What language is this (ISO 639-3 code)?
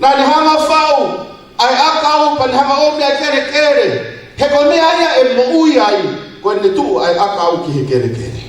ton